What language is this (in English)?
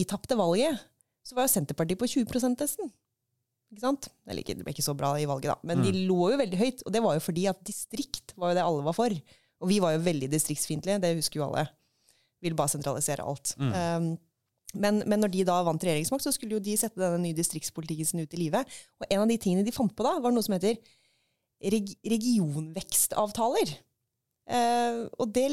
Norwegian